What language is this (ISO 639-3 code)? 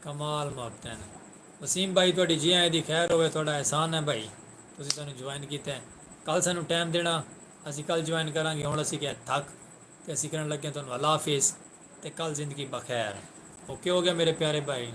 skr